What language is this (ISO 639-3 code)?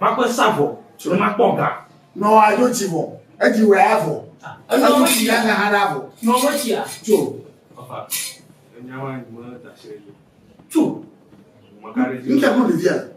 ewe